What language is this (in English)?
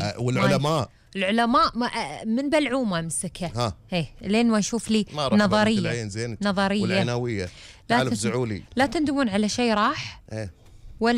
Gulf Arabic